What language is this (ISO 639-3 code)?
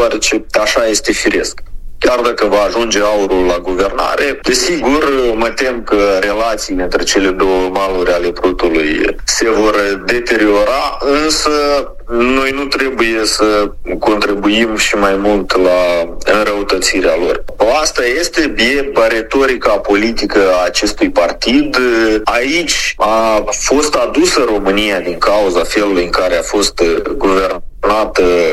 ron